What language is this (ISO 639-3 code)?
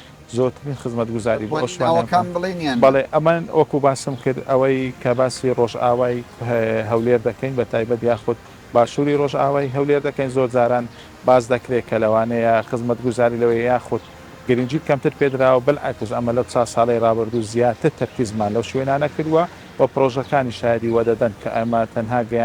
ckb